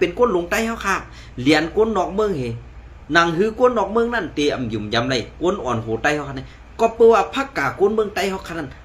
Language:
Shan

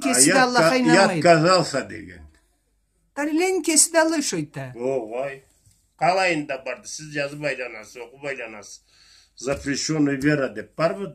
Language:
Karachay-Balkar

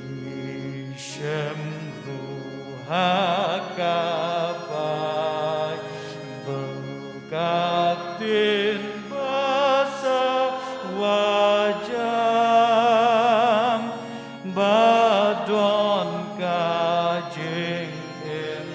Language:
Khasi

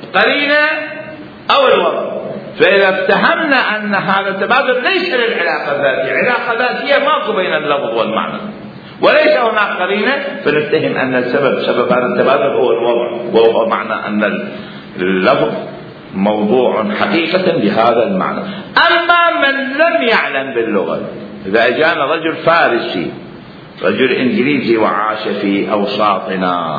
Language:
Mesopotamian Arabic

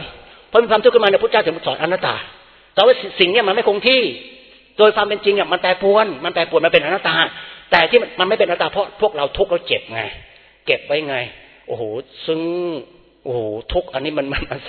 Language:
Thai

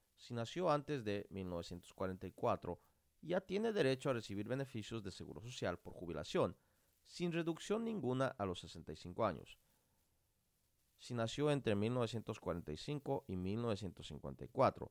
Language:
Spanish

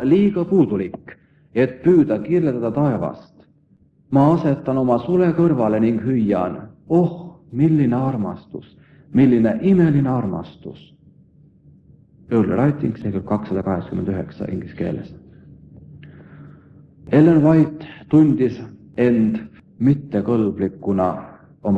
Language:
Estonian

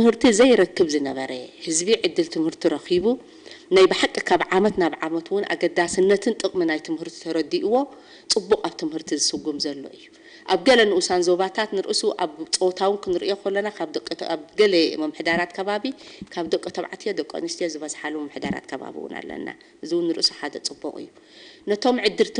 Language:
Tigrinya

